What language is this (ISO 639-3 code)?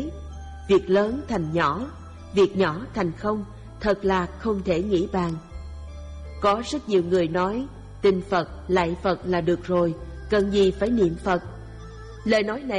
vie